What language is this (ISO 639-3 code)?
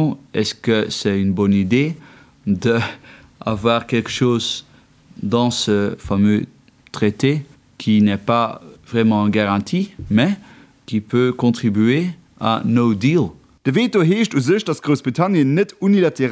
ltz